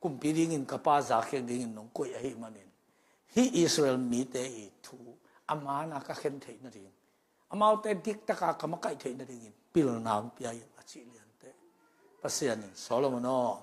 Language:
Tedim Chin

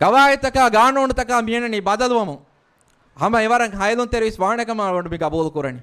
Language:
Divehi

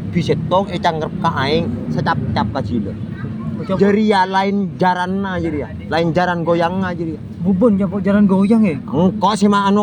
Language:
Madurese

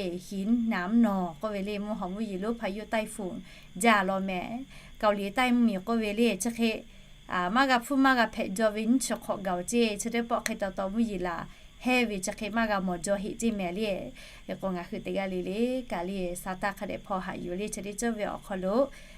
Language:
Lahu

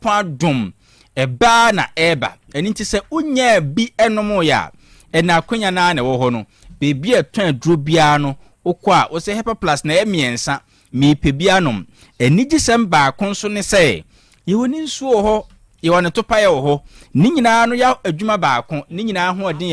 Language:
Akan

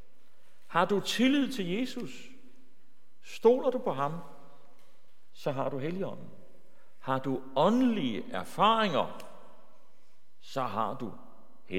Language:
Danish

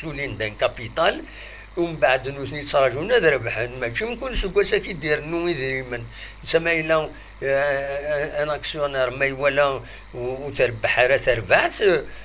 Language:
Kabyle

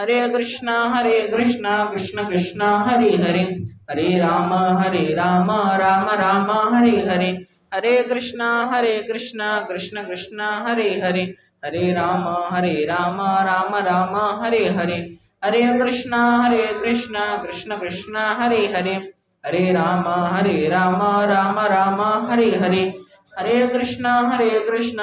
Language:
Odia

